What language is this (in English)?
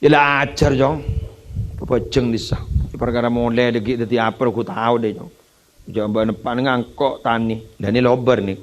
Madurese